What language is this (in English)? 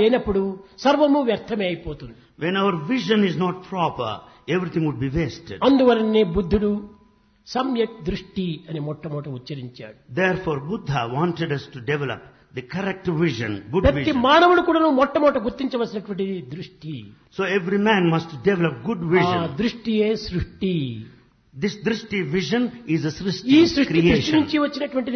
Telugu